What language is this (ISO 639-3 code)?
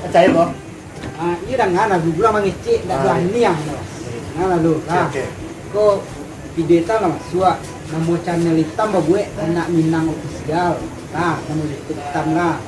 min